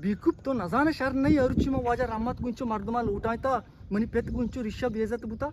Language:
Eastern Balochi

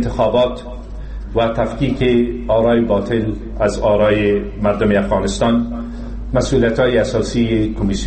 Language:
Persian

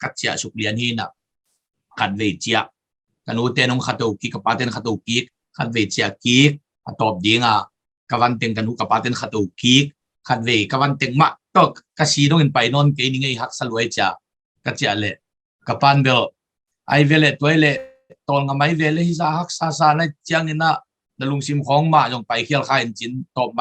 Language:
Tedim Chin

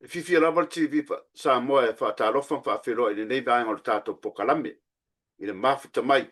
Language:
Samoan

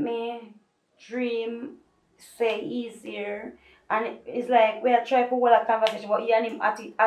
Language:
Jamaican Creole English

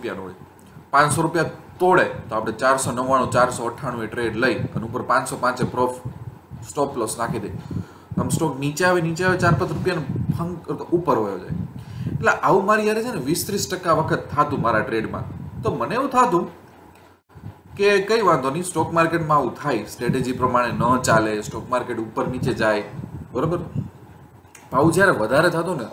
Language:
Gujarati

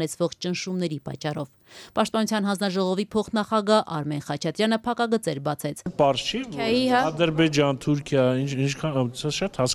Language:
Armenian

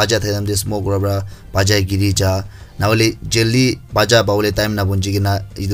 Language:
Naga Pidgin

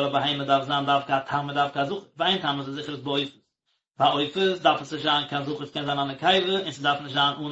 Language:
Yiddish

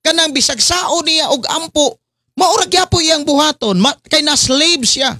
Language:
Cebuano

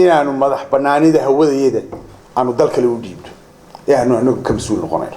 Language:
Somali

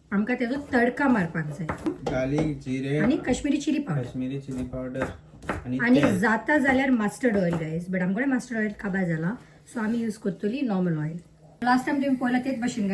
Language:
Konkani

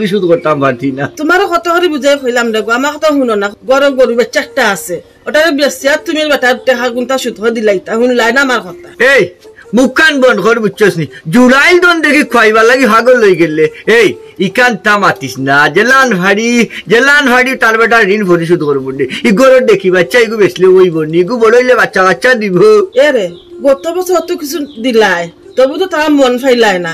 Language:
Sylheti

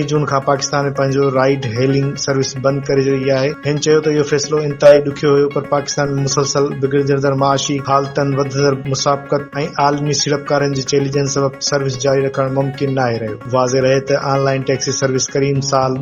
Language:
Sindhi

